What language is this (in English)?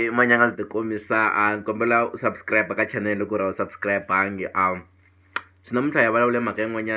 Tsonga